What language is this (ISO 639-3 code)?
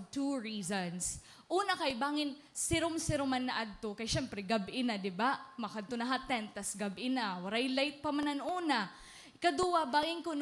war